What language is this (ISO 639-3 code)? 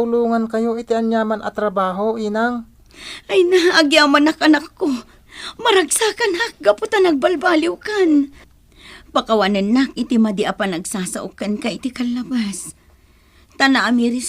ilo